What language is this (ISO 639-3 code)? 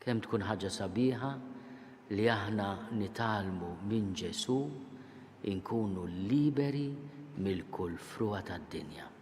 mlt